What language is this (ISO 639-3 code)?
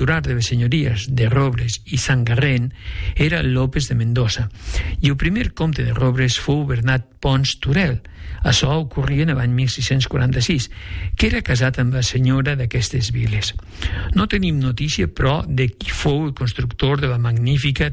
cat